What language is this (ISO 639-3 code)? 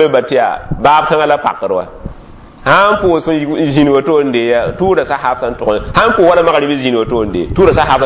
mos